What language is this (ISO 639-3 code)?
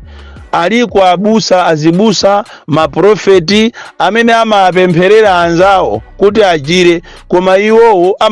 nya